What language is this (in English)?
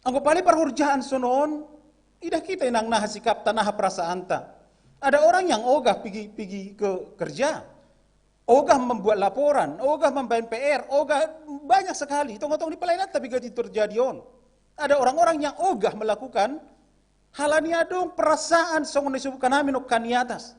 Batak Simalungun